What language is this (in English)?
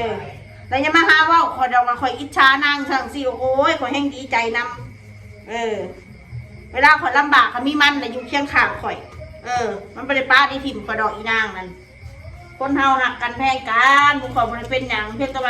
Northeastern Thai